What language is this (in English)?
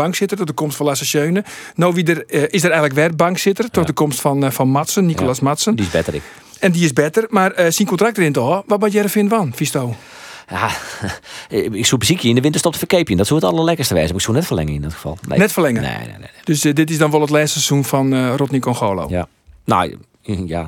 Western Frisian